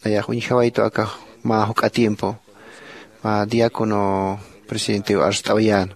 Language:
Aymara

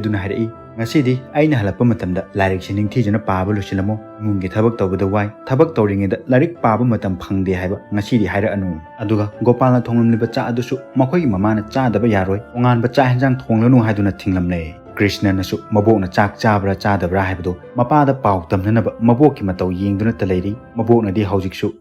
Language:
Manipuri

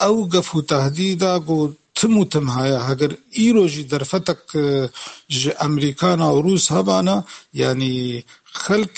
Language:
Kurdish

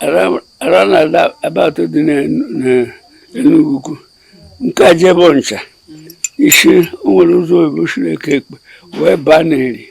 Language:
Igbo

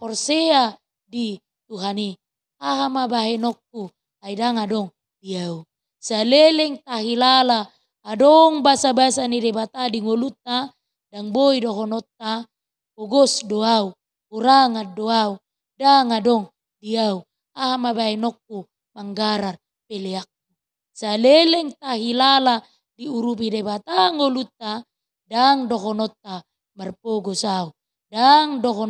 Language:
Batak Toba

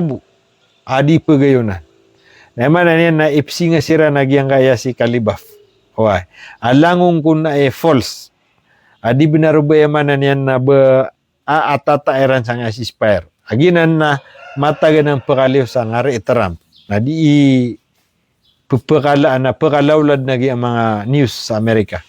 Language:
Maranao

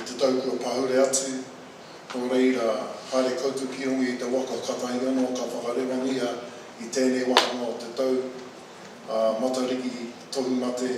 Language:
Māori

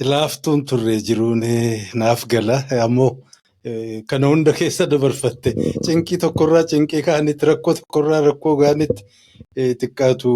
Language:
Oromo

